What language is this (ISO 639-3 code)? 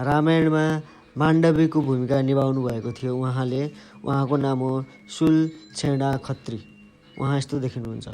nep